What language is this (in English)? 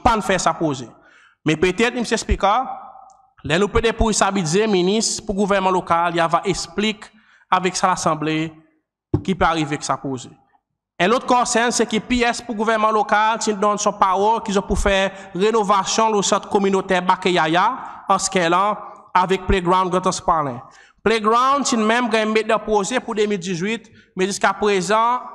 Seselwa Creole French